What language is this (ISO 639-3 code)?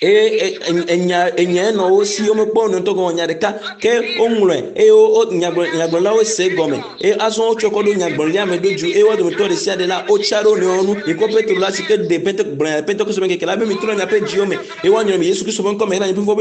ewe